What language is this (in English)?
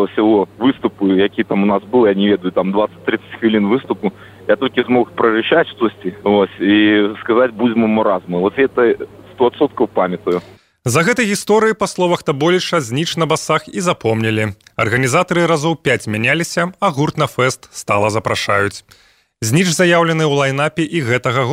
Belarusian